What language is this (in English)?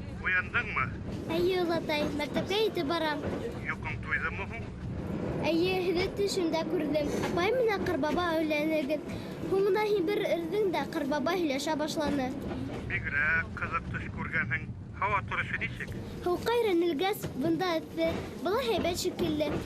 Bashkir